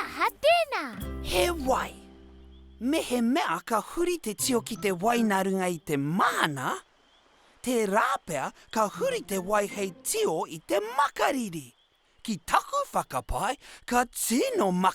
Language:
Māori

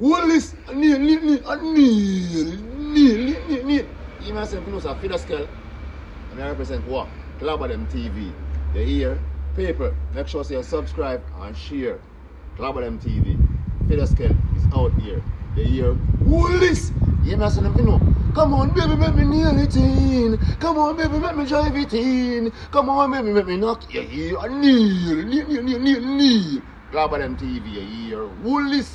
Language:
Jamaican Creole English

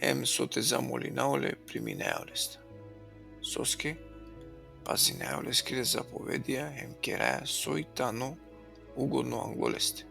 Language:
Balkan Romani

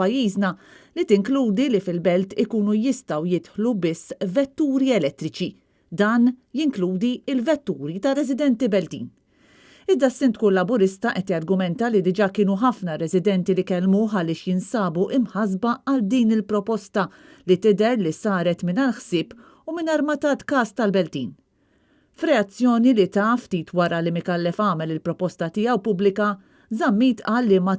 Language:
Maltese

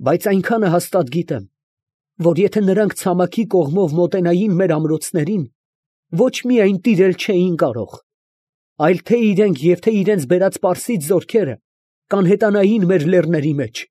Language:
Armenian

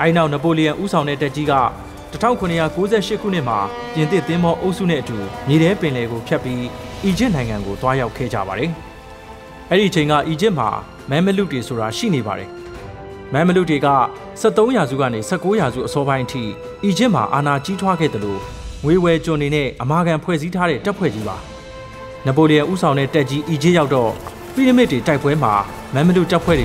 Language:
Burmese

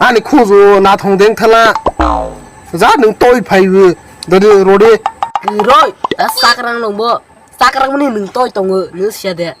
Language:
Kok Borok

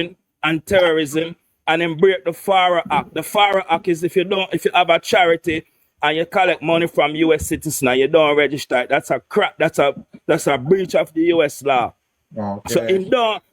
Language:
Jamaican Creole English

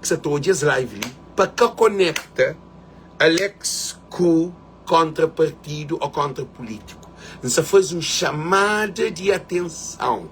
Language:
Kabuverdianu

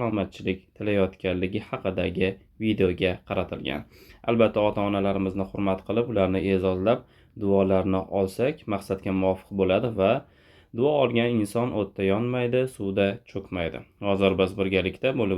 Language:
Uzbek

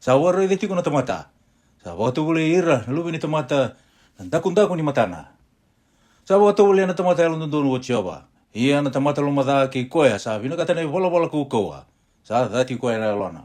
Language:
Fijian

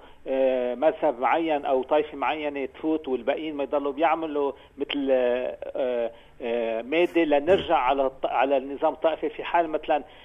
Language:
North Levantine Arabic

